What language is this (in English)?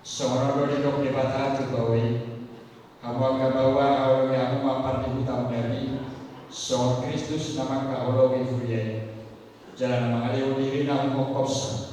Batak Toba